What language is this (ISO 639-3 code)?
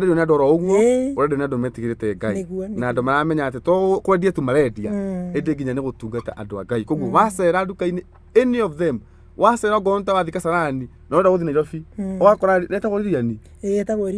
kik